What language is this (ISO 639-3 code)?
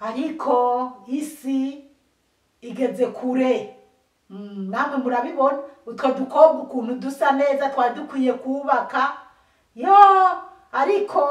run